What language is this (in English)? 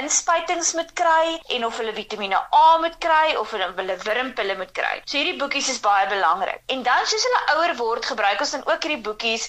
Afrikaans